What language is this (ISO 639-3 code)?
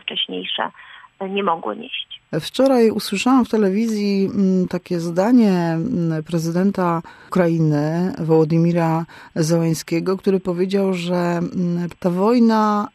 pol